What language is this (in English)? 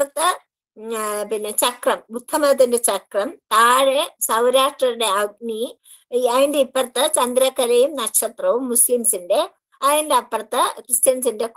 Malayalam